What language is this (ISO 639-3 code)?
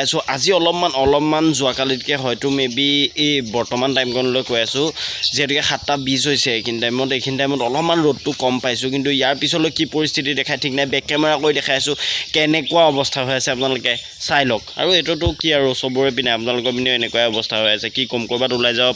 asm